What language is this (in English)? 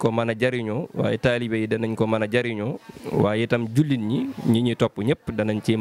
Wolof